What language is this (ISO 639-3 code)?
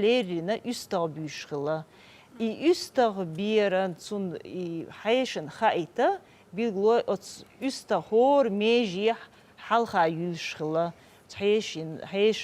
che